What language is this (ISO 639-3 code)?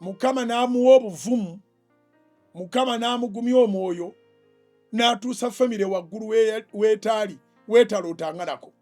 lug